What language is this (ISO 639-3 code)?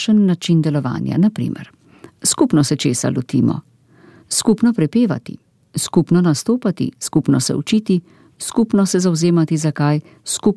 slv